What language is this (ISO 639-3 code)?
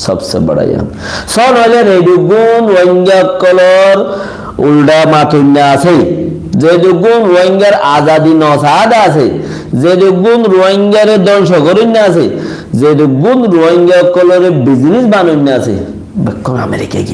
rhg